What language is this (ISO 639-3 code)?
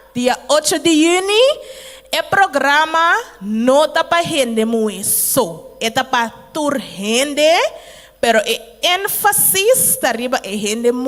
pap